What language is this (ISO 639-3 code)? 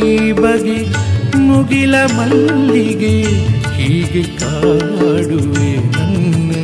kan